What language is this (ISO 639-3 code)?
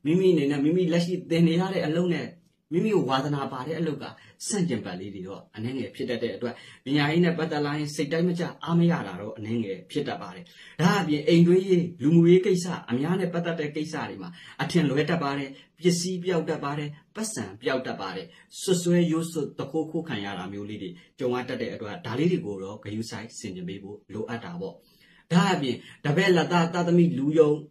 mya